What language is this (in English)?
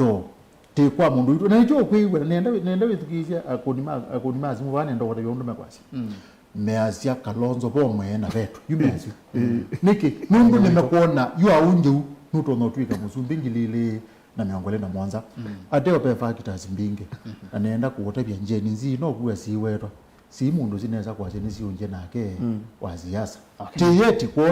Kamba